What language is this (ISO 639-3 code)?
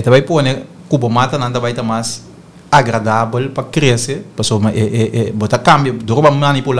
pap